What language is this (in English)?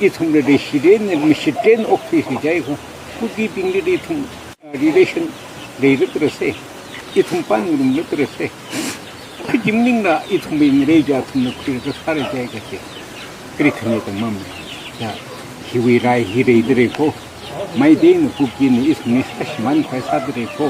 Tangkhul Naga (India)